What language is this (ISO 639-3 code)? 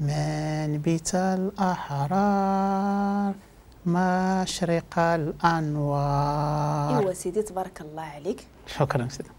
ary